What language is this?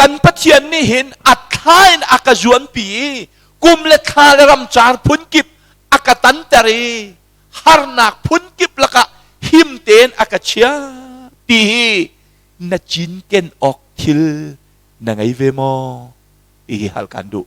Hakha Chin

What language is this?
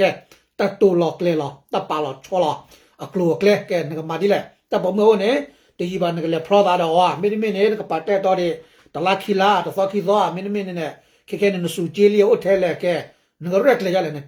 S'gaw Karen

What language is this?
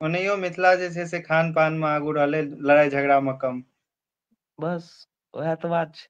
Maithili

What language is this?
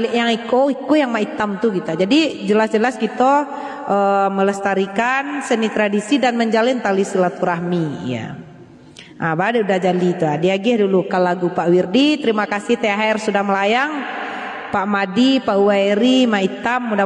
Minangkabau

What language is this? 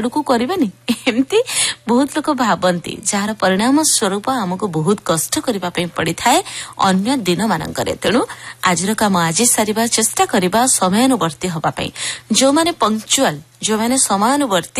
Odia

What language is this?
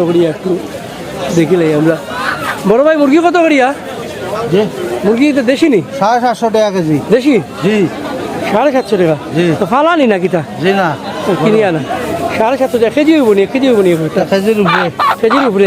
Sylheti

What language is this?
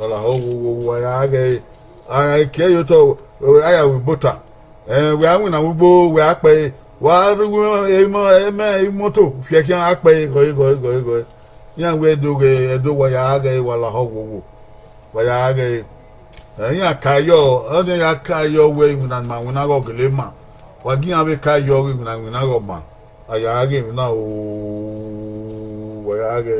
Bini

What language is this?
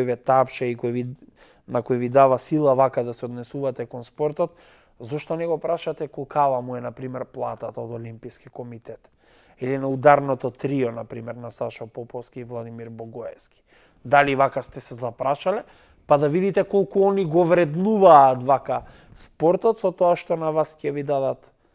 Macedonian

